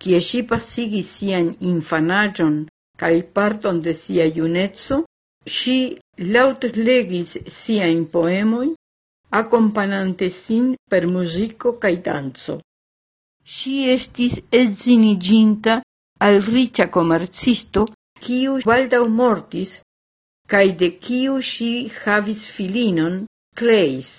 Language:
Esperanto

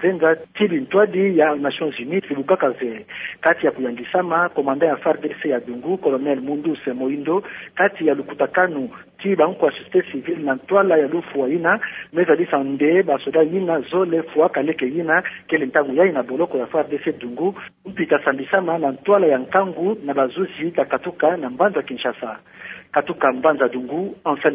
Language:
Kituba (Democratic Republic of Congo)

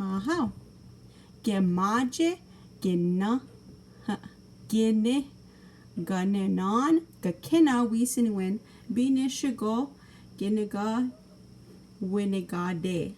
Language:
Chippewa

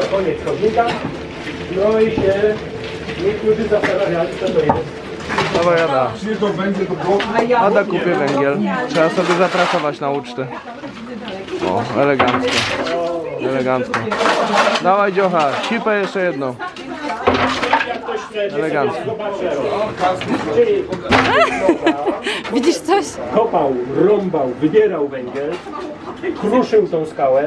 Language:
Polish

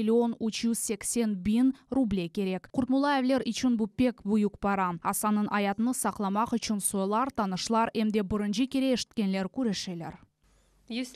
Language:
Crimean Tatar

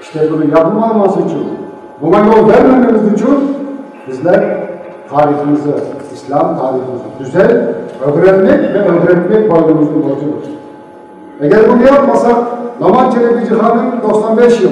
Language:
Crimean Tatar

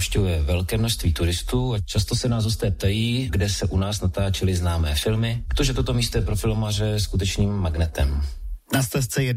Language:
Czech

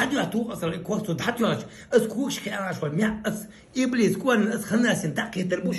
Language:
Chechen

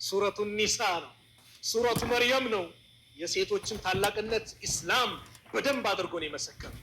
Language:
Amharic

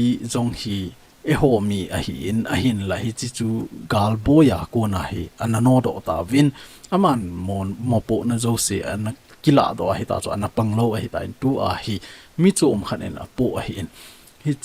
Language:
Thado Chin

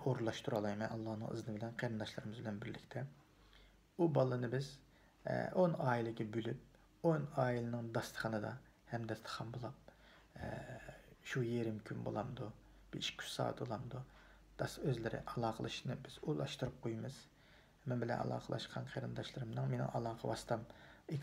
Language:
Uyghur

